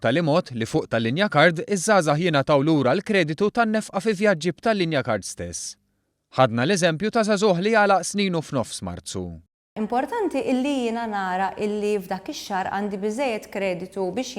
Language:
Maltese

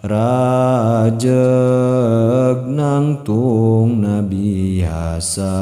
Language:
Sundanese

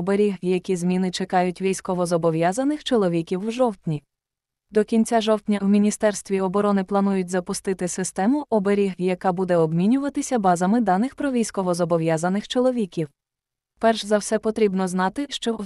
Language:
Ukrainian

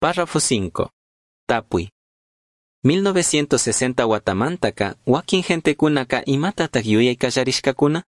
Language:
Chimborazo Highland Quichua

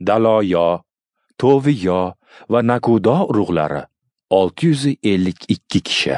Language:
Uzbek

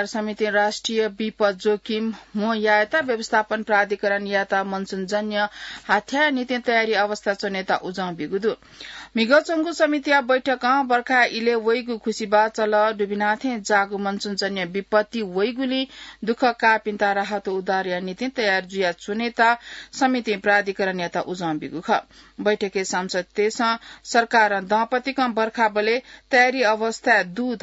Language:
Newari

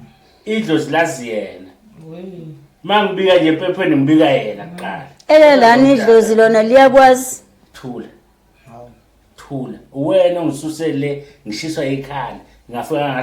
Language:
Zulu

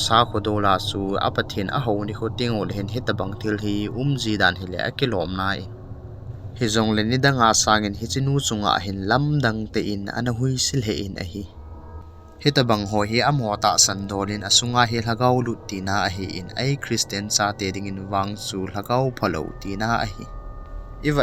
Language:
Thado Chin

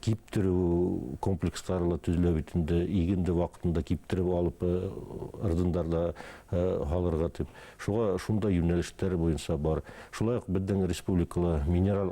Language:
Bashkir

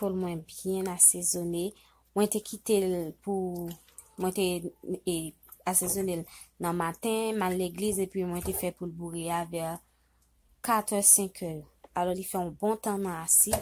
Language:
Haitian Creole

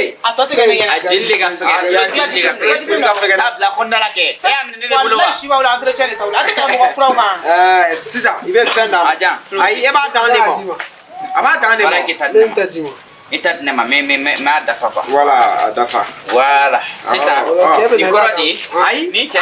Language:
Bambara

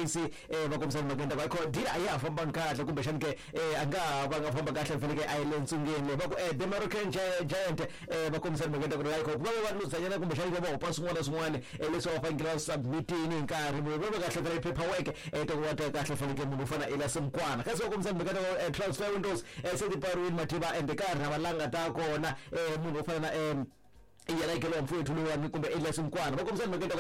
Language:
Tsonga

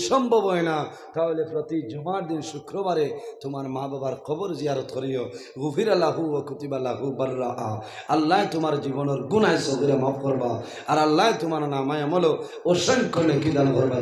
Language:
Sylheti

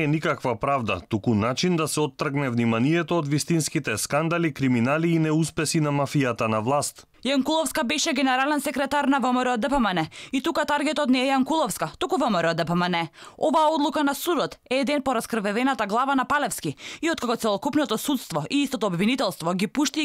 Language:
Macedonian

